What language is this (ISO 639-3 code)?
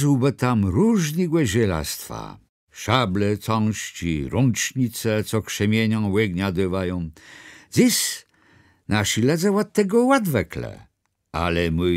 csb